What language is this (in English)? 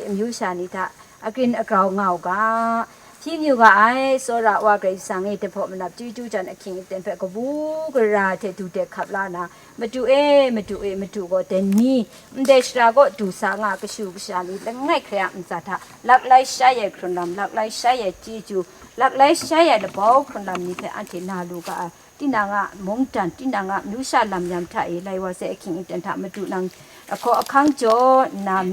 Kachin